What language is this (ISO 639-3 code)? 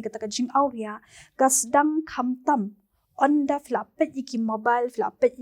kha